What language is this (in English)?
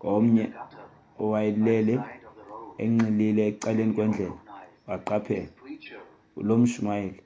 Xhosa